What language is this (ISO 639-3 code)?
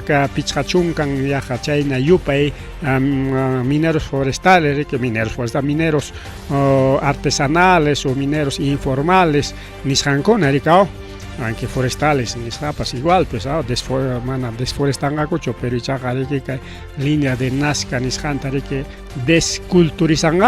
quy